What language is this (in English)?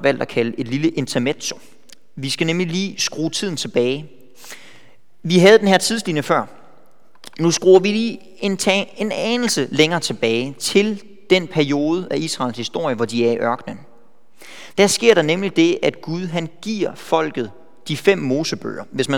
Danish